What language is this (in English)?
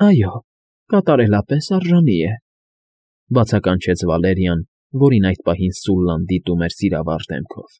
Armenian